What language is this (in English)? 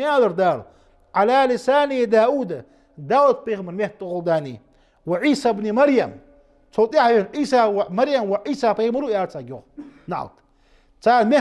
Ingush